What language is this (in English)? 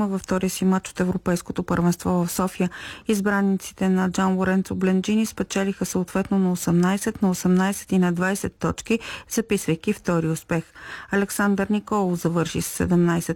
Bulgarian